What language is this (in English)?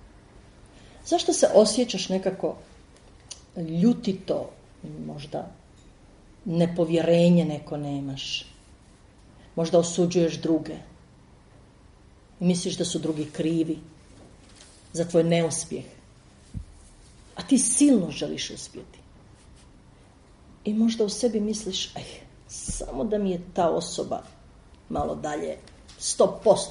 Croatian